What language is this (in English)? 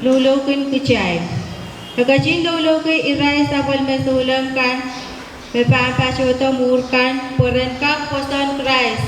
Pohnpeian